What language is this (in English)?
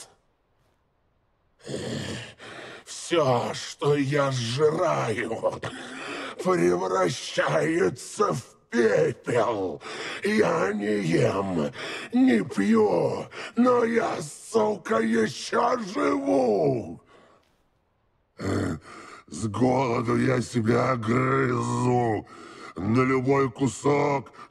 Russian